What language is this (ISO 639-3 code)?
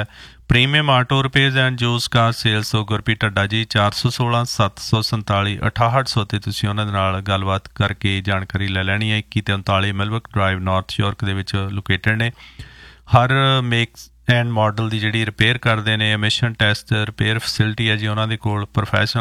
pan